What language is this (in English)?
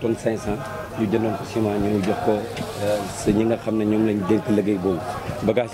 Wolof